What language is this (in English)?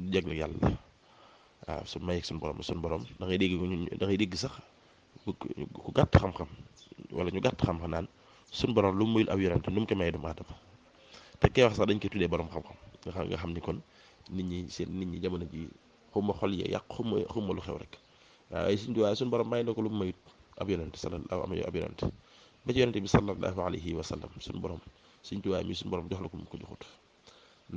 Wolof